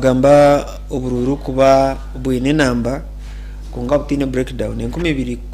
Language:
Nyankole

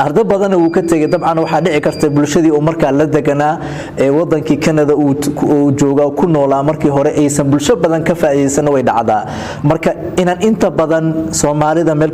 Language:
Somali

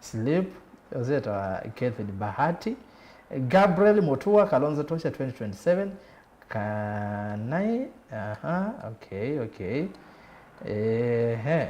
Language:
Kamba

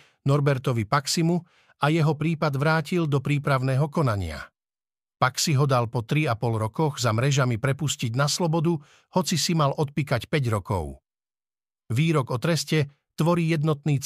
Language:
Slovak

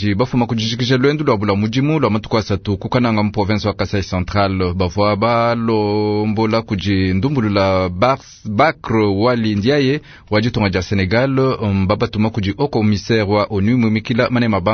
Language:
Luba-Lulua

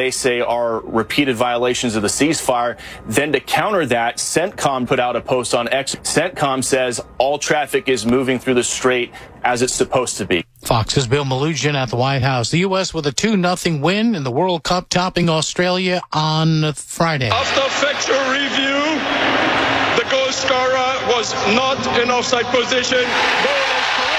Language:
English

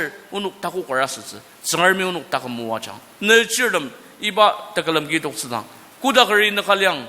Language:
Ao Naga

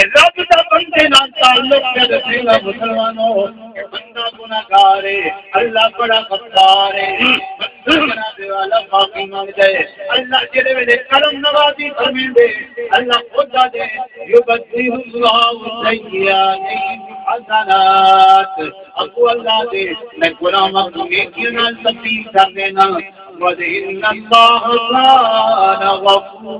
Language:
Saraiki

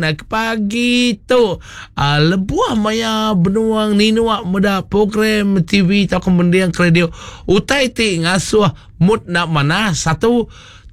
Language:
Iban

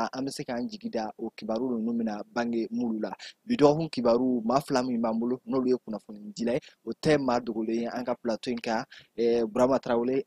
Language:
Bambara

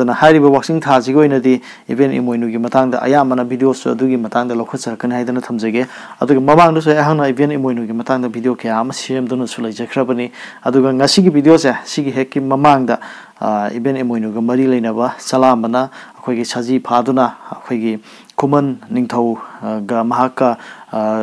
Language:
Manipuri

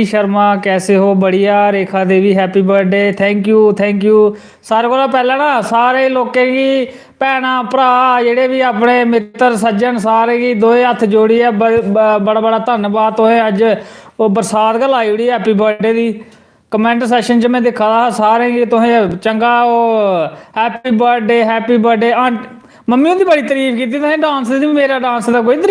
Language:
Dogri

